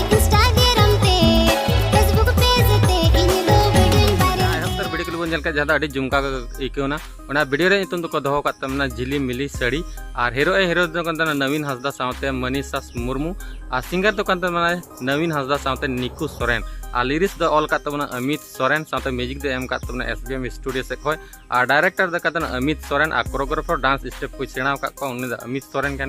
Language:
Santali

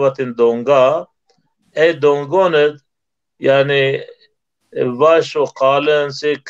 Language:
Zaza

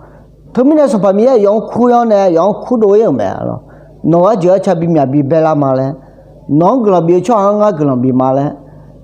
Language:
Akha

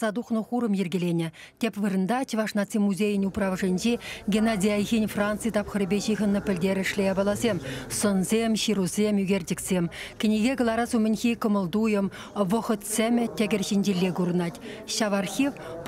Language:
Chuvash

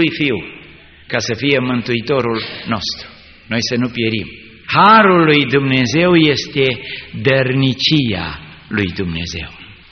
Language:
Romanian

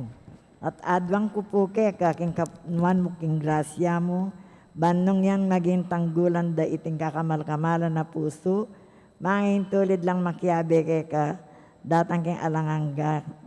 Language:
Pampanga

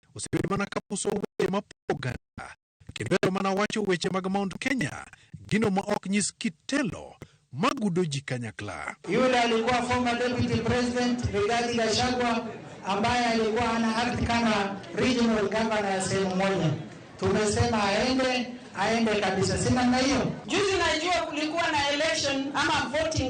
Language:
Luo (Kenya and Tanzania)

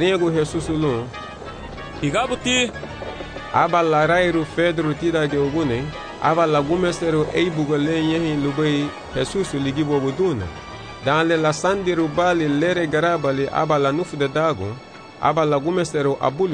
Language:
Garifuna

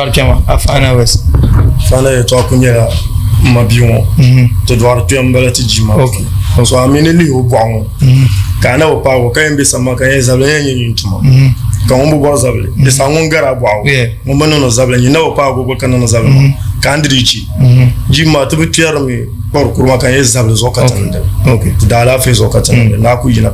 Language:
Dagbani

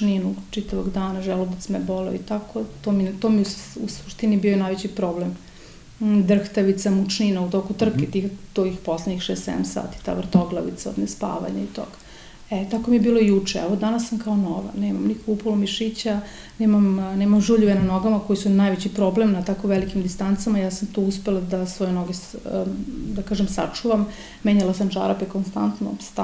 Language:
Serbian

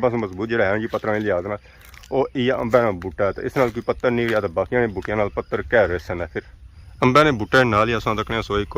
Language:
Pahari-Potwari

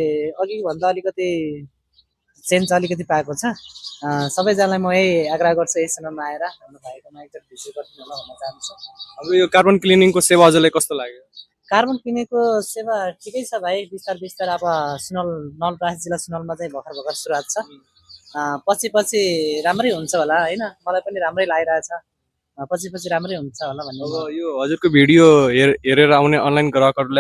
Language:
Nepali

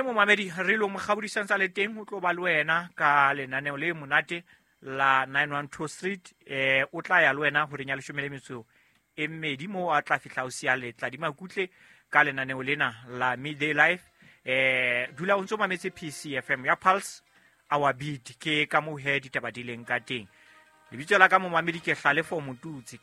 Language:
Southern Sotho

